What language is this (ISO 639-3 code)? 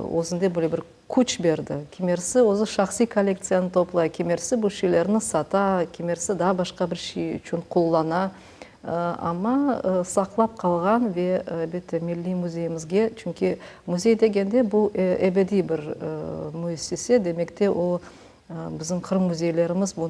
crh